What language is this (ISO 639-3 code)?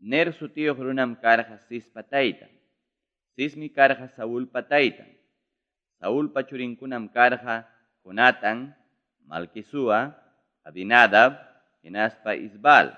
quy